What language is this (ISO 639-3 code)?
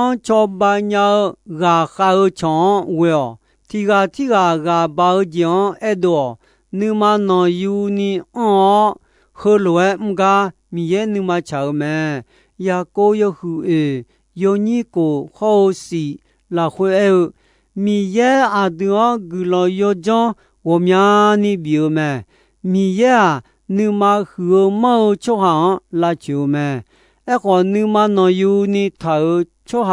ahk